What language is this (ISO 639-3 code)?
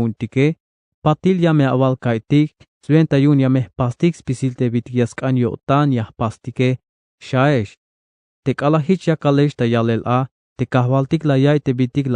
tzh